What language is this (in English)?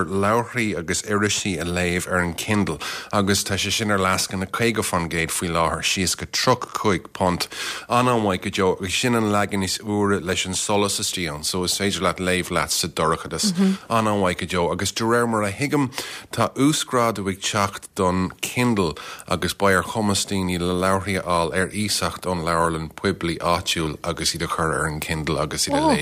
Irish